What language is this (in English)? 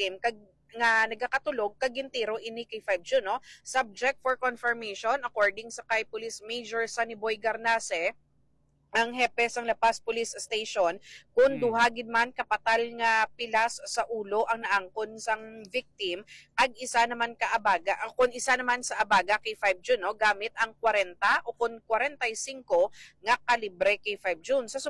Hiligaynon